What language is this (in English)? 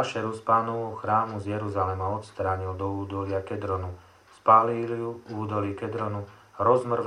Slovak